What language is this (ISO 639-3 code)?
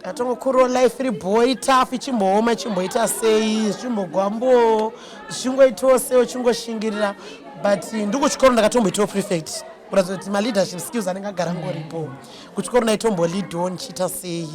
sna